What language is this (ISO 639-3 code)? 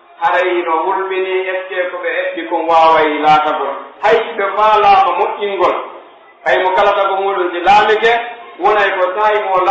fuf